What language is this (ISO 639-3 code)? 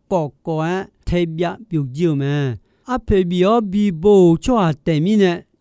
ahk